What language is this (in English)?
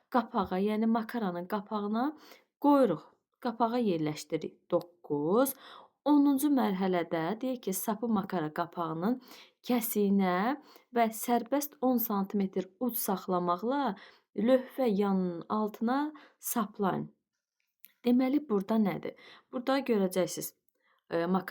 Azerbaijani